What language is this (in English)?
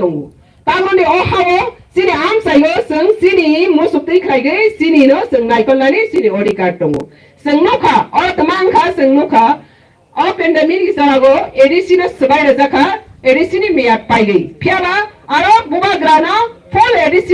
Kok Borok